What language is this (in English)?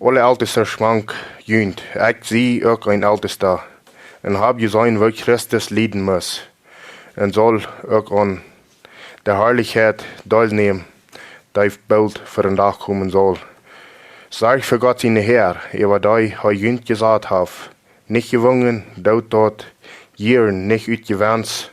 Plautdietsch